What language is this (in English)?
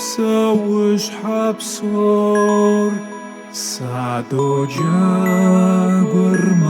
Kabardian